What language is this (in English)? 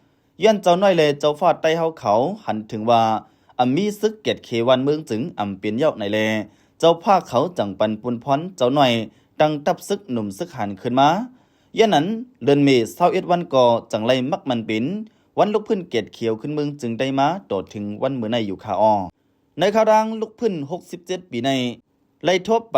Lao